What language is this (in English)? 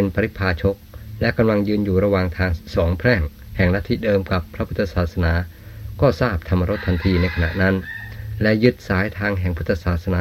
Thai